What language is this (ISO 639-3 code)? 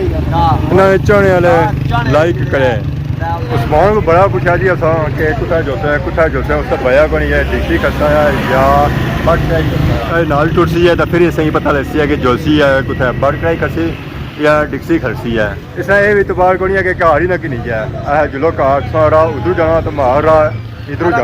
phr